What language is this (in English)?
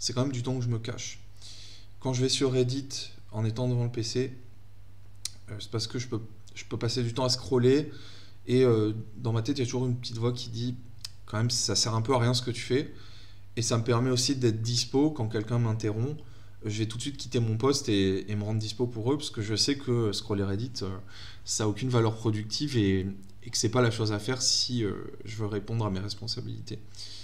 French